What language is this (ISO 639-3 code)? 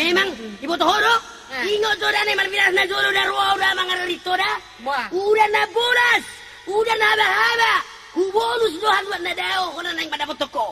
bbc